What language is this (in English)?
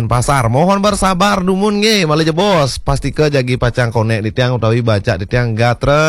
Balinese